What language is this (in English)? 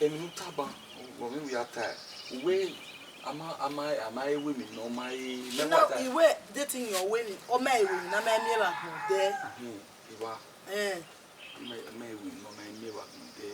Bini